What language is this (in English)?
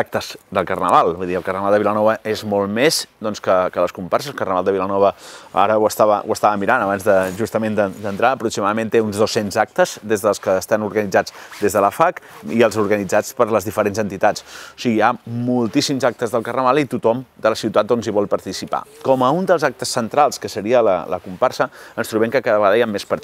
Catalan